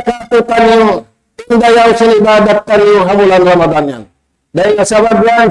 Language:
Tausug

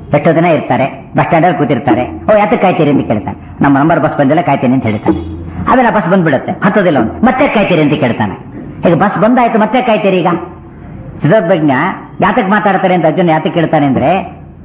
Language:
Kannada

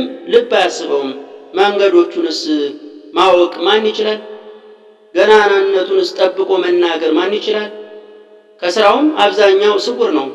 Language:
Amharic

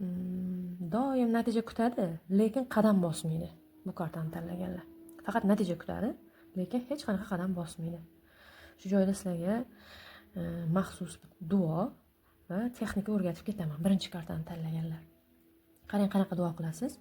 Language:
Uzbek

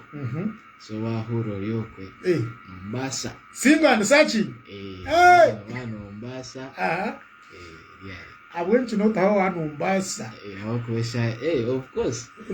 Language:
Nyankole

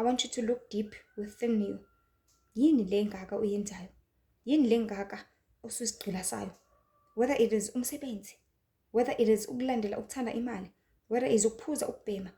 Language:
Zulu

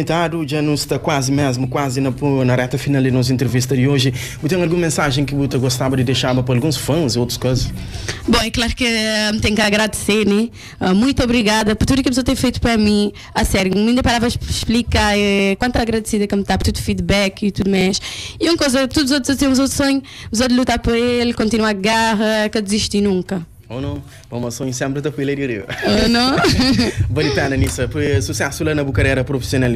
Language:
Kabuverdianu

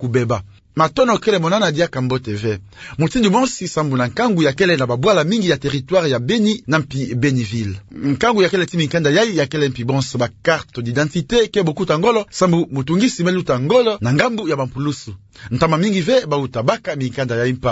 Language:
Kituba (Democratic Republic of Congo)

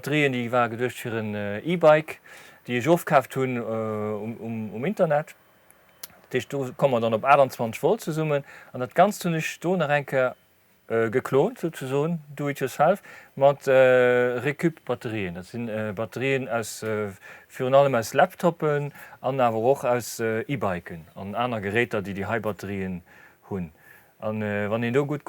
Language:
Luxembourgish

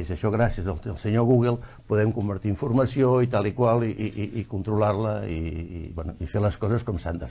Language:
Catalan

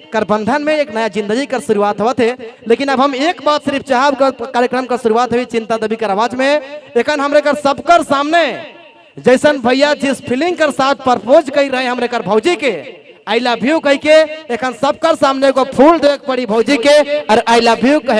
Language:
Sadri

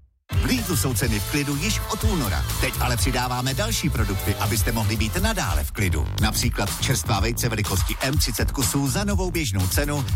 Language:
Czech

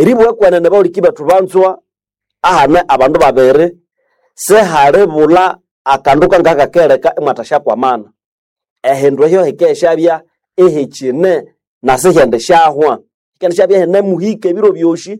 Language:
Nande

